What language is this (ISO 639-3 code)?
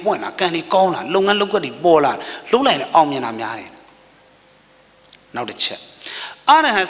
mya